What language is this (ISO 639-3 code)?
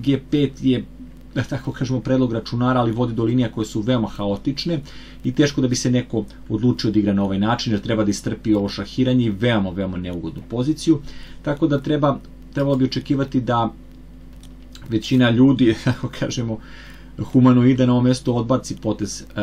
srp